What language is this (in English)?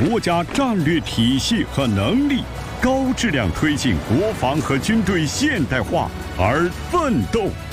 Chinese